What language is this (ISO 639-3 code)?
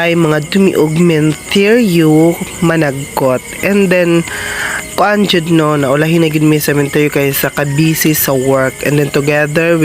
ceb